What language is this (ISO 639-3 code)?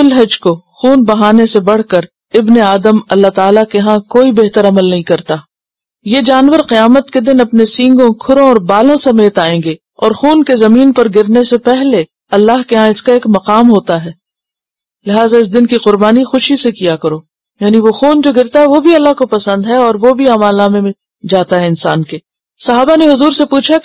urd